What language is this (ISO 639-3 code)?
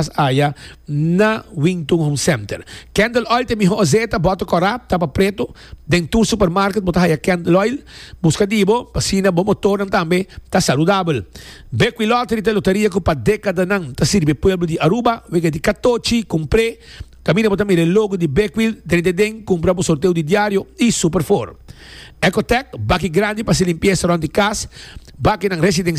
pap